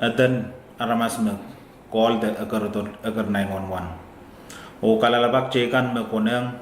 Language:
Pohnpeian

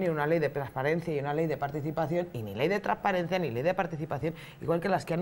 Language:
Spanish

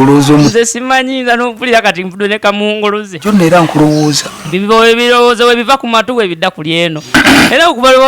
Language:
Ganda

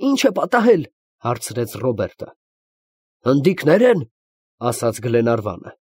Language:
Armenian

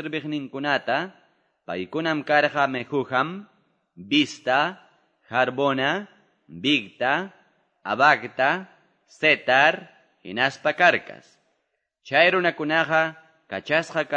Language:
Quechua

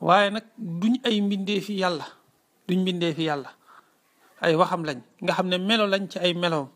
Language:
Wolof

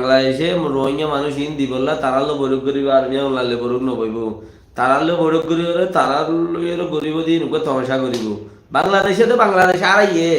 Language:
Rohingya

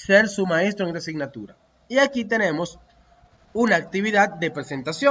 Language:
Spanish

